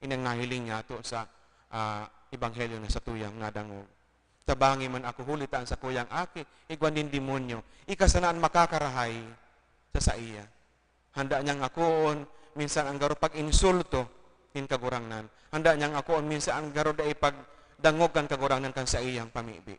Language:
Bikol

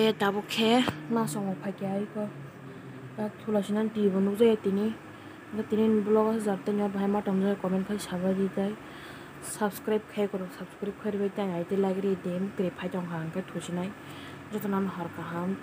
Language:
Kok Borok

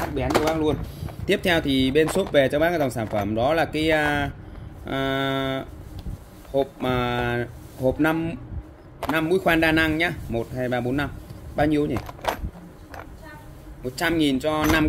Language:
Vietnamese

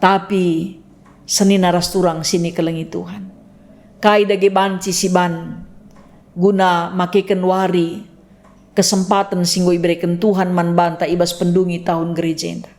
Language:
Batak Karo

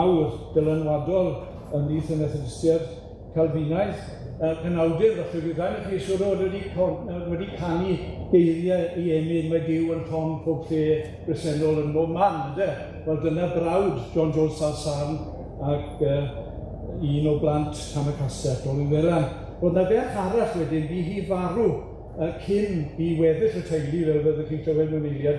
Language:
Welsh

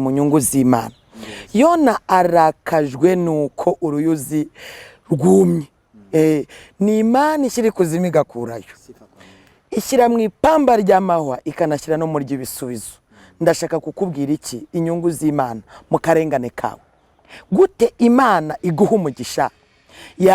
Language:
Kinyarwanda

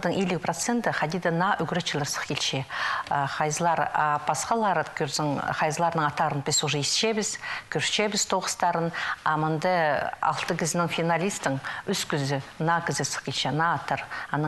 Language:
Khakas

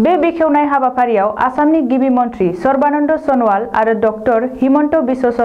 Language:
Bodo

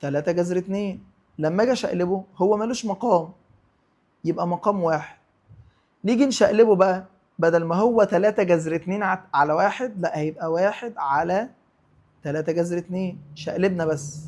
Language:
Egyptian Arabic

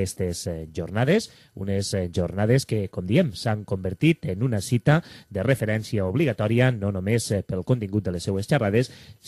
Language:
Catalan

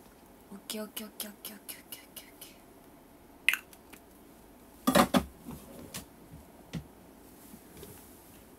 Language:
Japanese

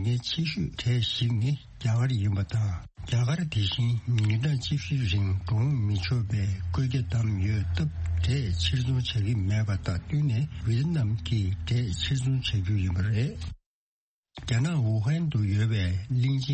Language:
Tibetan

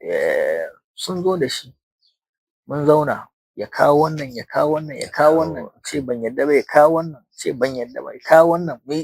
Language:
Hausa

